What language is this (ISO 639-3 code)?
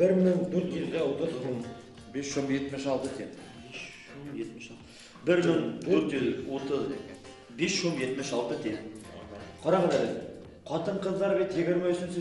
bak